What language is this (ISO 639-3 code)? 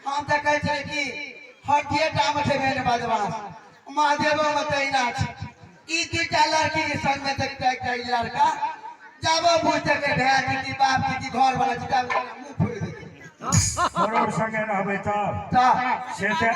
mai